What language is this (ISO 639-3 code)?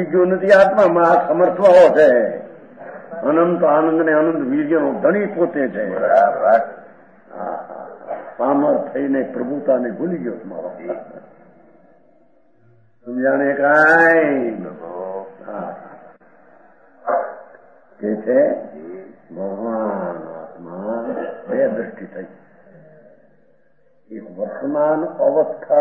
guj